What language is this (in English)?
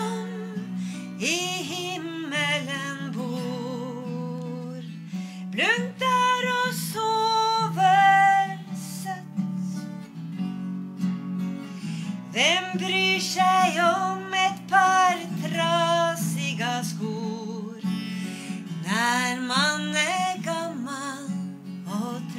Norwegian